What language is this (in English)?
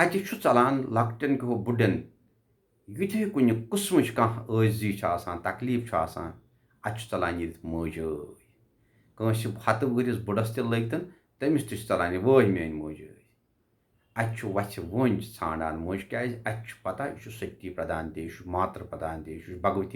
Kashmiri